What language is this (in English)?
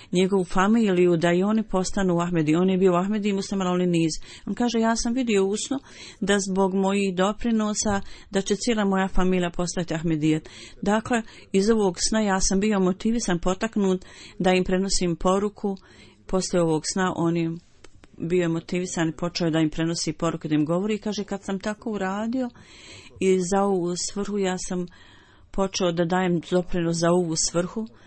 Bosnian